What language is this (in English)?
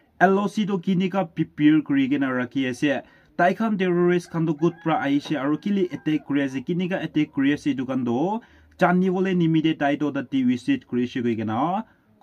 Naga Pidgin